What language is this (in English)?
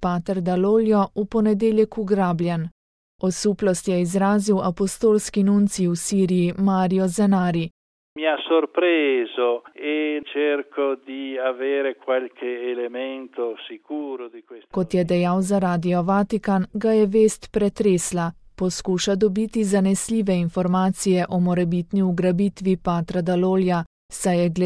Slovenian